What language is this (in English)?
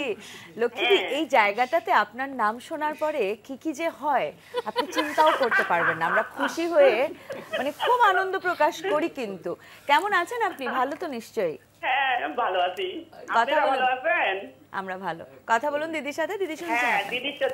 Bangla